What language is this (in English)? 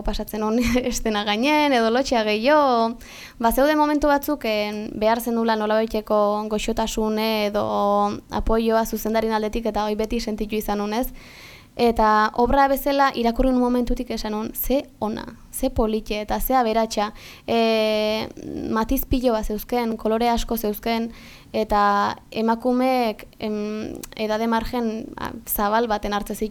Basque